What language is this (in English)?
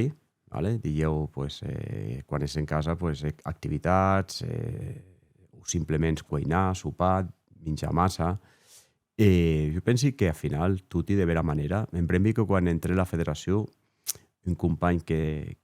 Occitan